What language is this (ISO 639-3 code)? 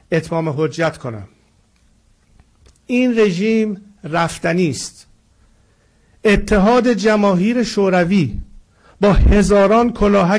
fas